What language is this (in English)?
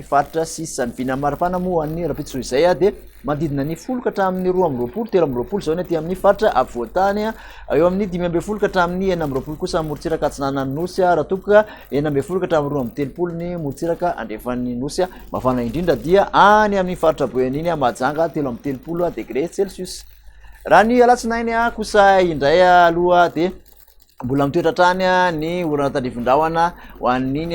Malagasy